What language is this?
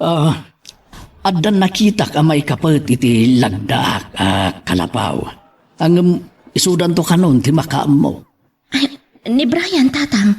Iloko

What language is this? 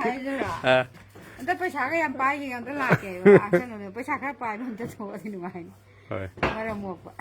Manipuri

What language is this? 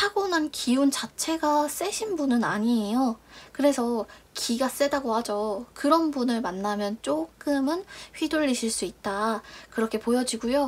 Korean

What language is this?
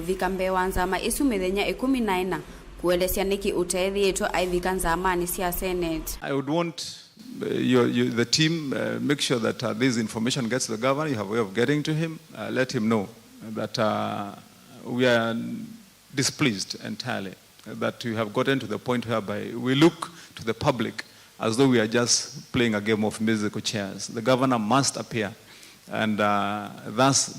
Kamba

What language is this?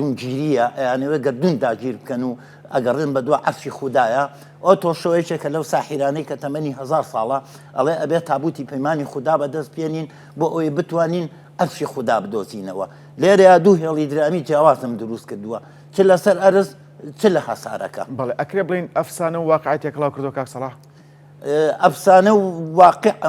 Central Kurdish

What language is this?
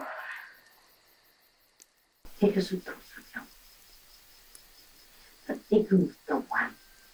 Afrikaans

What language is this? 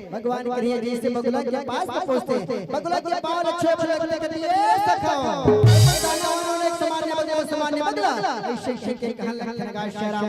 Chhattisgarhi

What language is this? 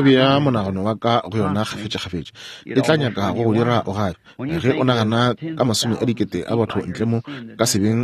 Northern Sotho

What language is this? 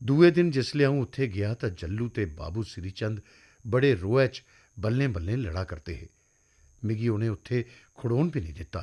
Dogri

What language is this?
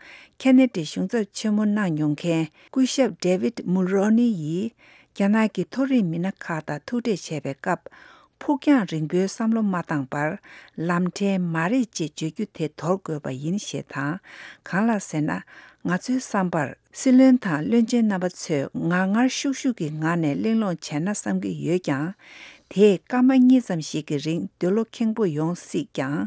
Tibetan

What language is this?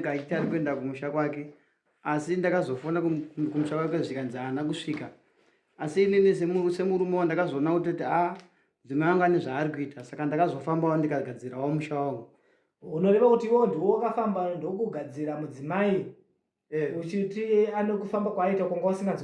Shona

